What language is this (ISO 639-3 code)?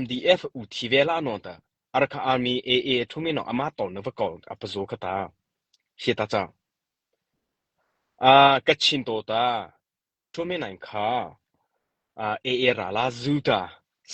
mrh